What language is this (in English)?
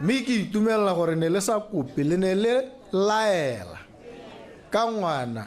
Tswana